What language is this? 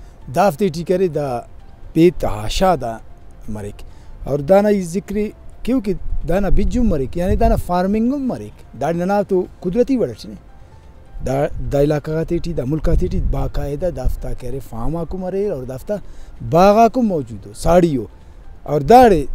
Brahui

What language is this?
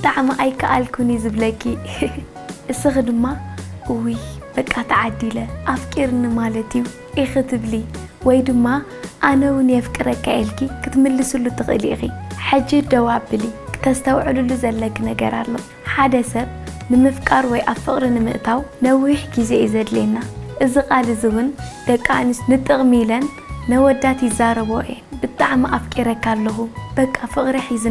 Tigrinya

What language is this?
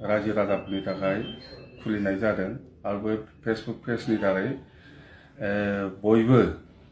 Bodo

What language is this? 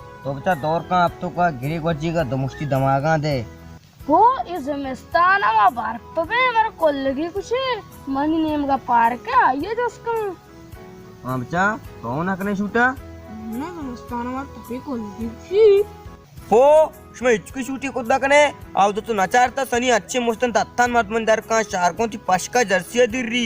Baluchi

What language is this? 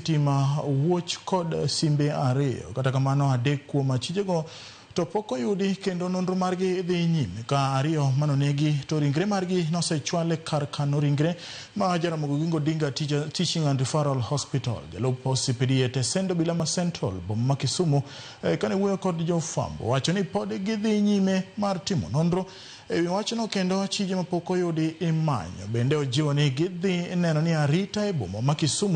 Luo (Kenya and Tanzania)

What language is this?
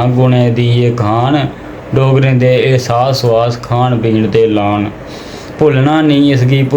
Dogri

